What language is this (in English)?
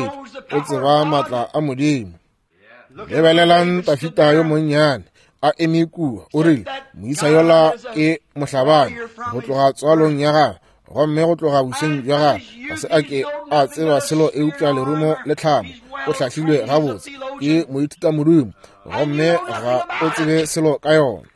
Northern Sotho